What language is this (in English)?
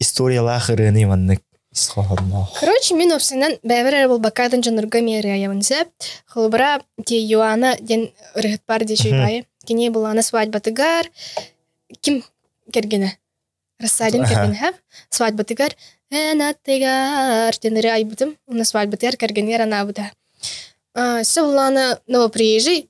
Yakut